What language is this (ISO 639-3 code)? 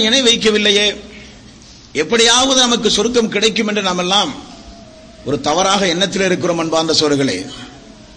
tam